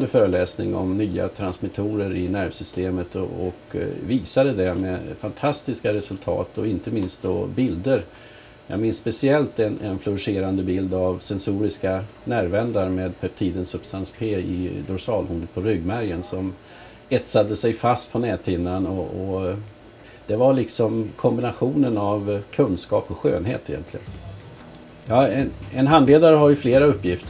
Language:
Swedish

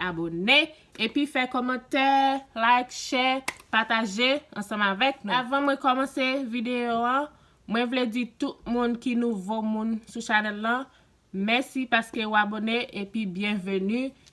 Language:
Haitian Creole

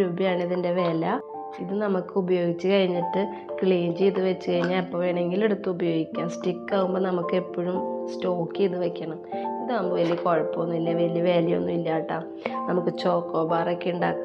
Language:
Malayalam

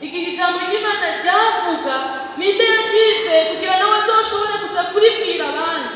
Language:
Rundi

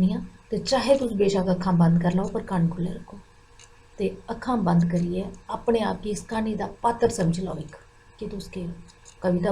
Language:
Dogri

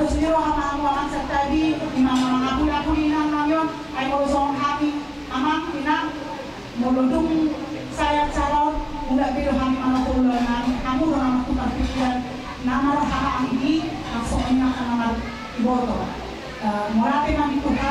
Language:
Batak Toba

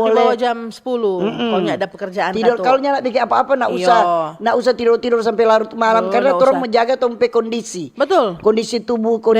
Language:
Manado Malay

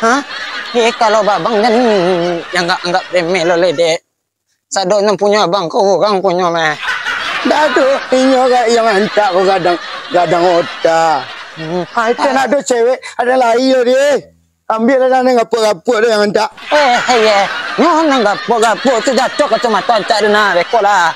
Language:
Minangkabau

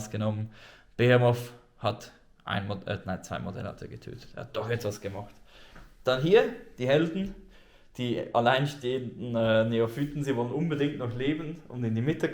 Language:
Swiss German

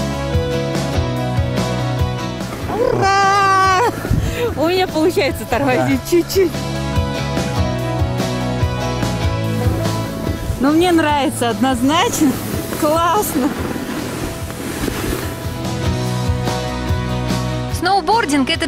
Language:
Russian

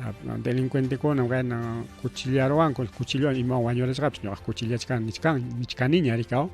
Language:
Ayacucho Quechua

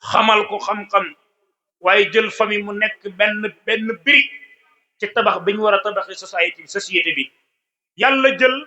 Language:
Wolof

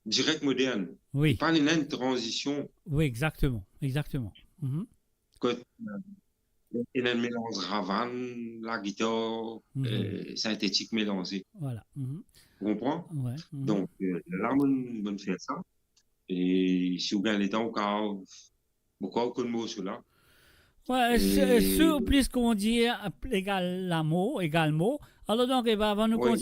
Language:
Morisyen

